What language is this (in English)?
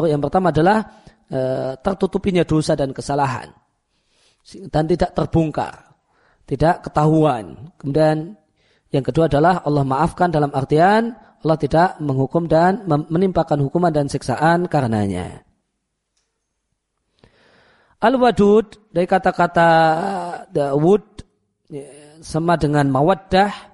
Indonesian